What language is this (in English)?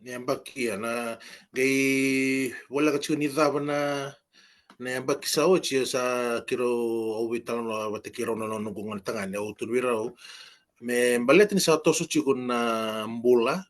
Fijian